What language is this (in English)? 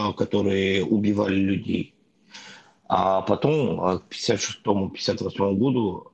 Russian